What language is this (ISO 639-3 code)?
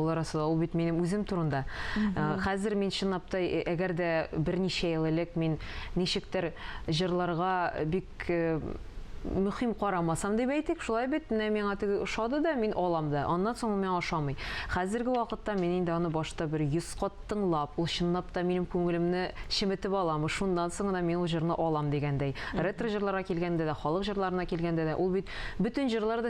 tat